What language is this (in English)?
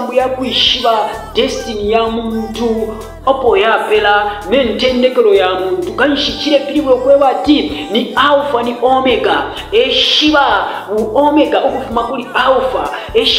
Bemba